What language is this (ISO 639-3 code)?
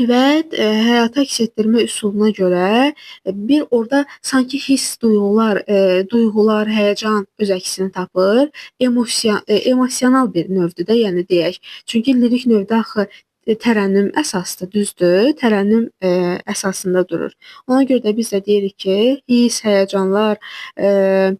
aze